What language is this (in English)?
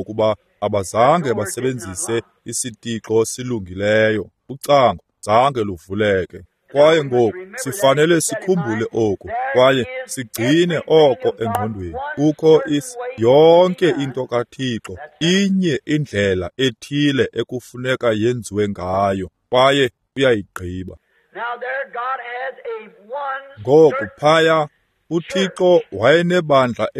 Xhosa